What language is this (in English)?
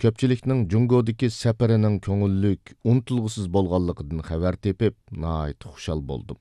Uyghur